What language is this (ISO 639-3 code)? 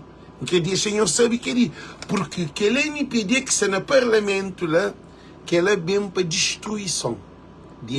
kea